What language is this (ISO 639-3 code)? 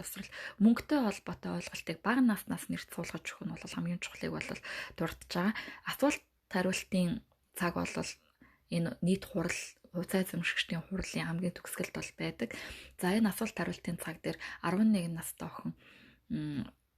mon